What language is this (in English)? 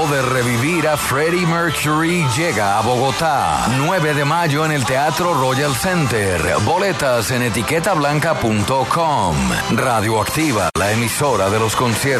Spanish